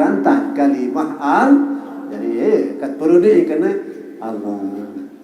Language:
Sasak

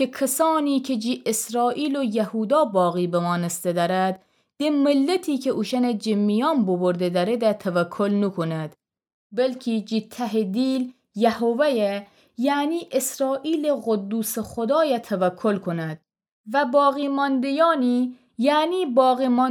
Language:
Gilaki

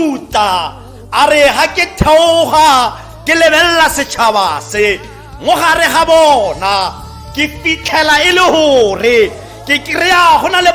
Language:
Tswana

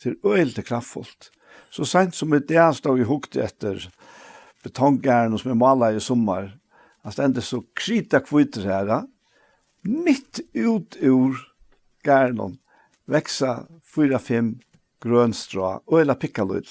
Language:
Faroese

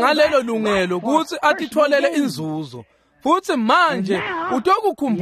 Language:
Swati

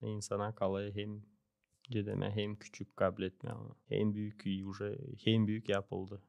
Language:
Gagauz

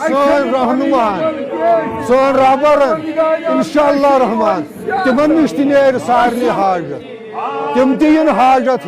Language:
Kashmiri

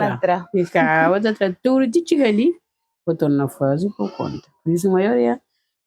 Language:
Kabuverdianu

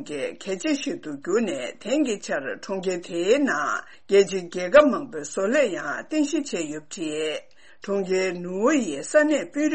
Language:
Tibetan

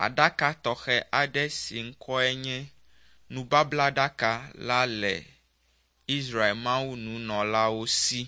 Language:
Ewe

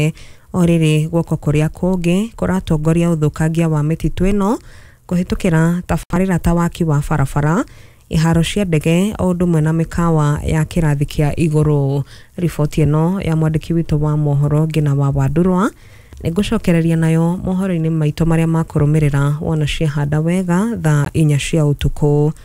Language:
Kikuyu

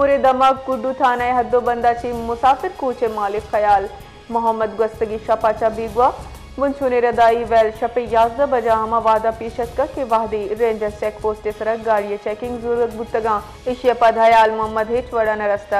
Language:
Baluchi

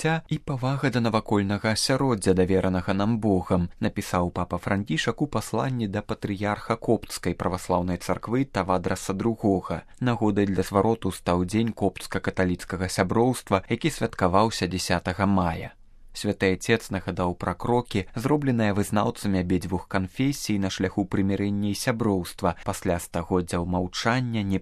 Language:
Belarusian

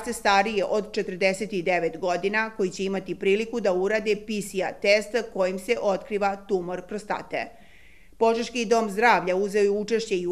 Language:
Serbian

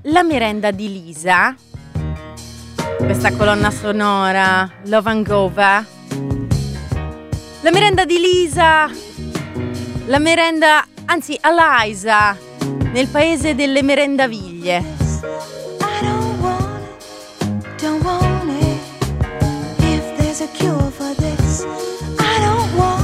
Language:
Italian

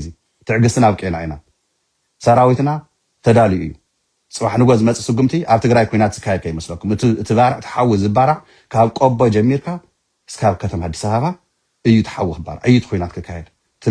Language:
Tigrinya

